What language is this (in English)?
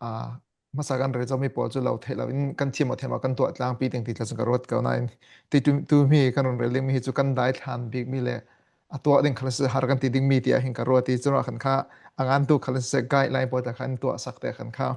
Falam Chin